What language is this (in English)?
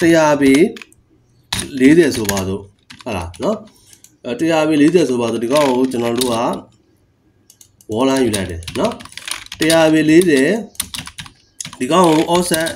Burmese